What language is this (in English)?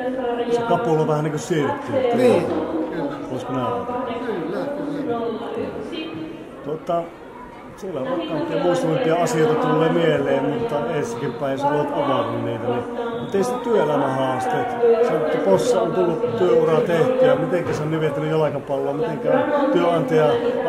Finnish